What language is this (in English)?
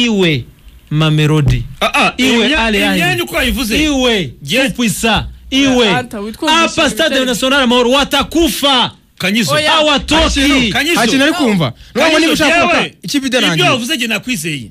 Kinyarwanda